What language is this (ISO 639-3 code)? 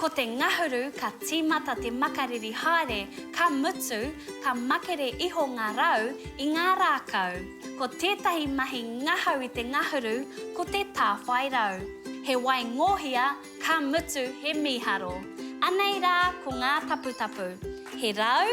mri